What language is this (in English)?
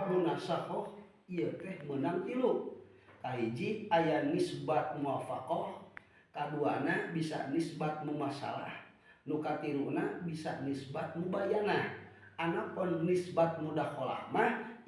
Sundanese